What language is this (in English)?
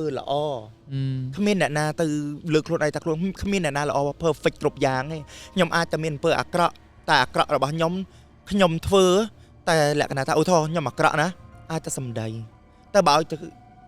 Khmer